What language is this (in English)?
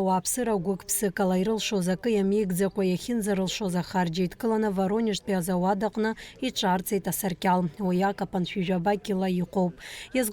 Abkhazian